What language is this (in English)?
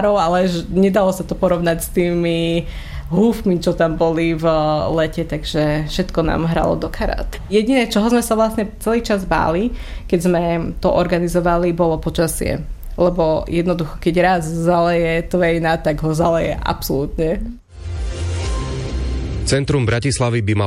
Slovak